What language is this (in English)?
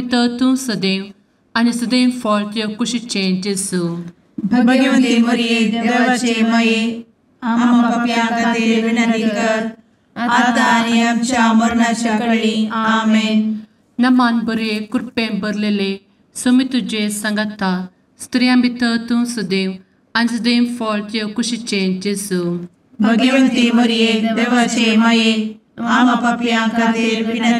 Konkani